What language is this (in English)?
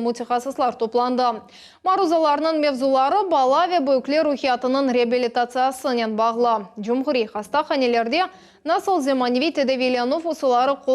Crimean Tatar